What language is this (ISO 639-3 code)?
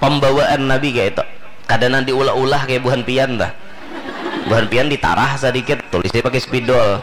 bjn